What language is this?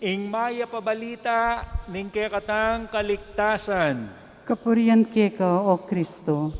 Pampanga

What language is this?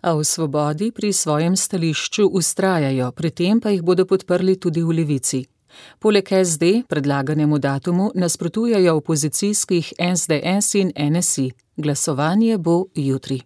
Slovenian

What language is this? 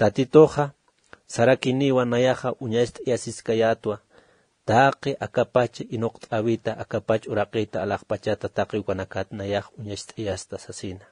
Aymara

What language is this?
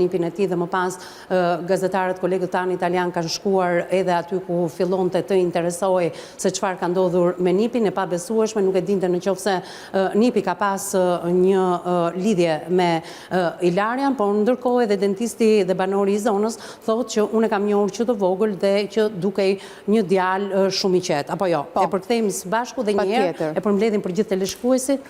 Albanian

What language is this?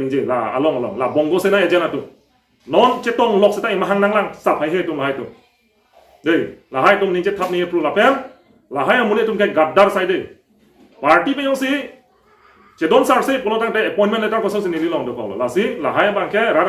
Karbi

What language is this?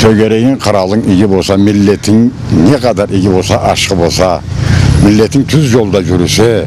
Karachay-Balkar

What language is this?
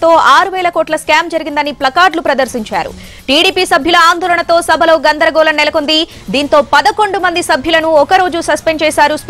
Telugu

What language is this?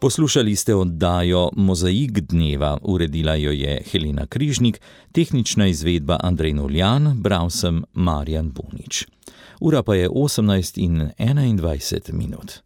Slovenian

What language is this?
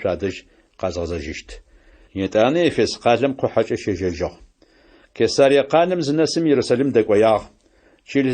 Adyghe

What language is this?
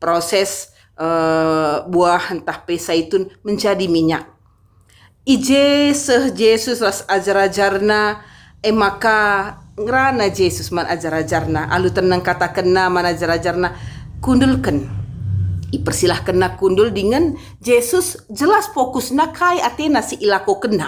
Batak Karo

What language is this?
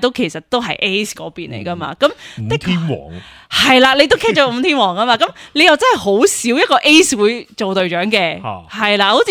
Cantonese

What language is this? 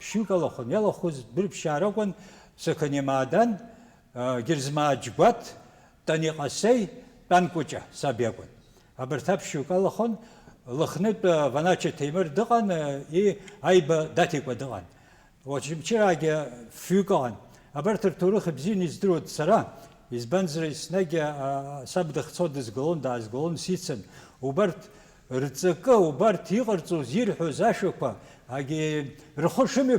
Abkhazian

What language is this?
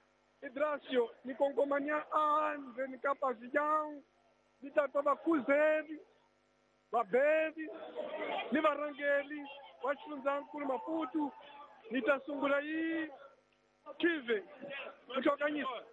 Tsonga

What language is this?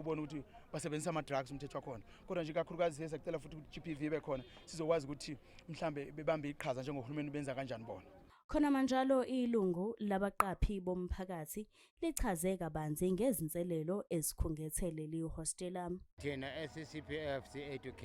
Zulu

